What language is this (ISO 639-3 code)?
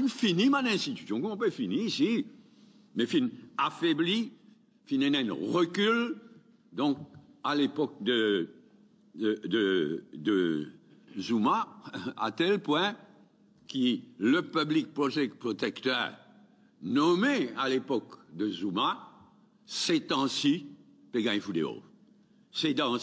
mfe